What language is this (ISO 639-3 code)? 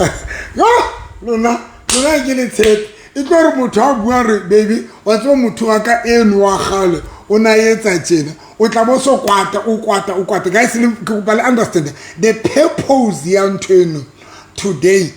sot